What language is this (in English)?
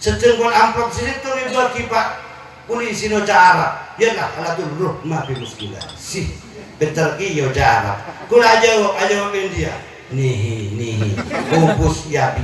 Madurese